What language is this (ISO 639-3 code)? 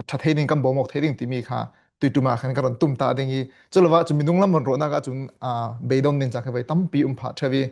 cfm